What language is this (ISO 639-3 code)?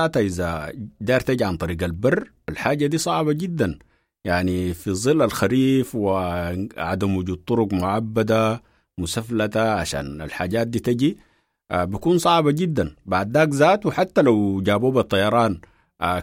apd